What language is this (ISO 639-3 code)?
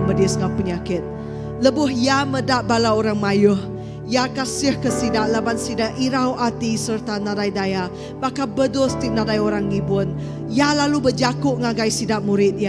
iba